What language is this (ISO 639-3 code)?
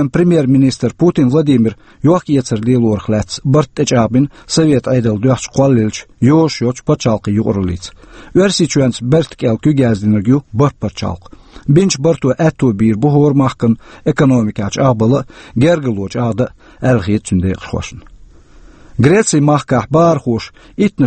che